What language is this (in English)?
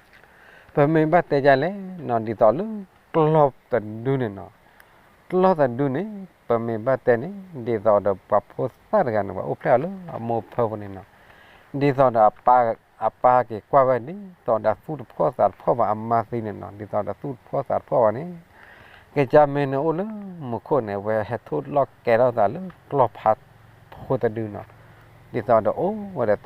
S'gaw Karen